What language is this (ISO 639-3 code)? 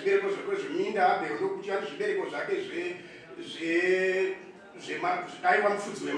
sna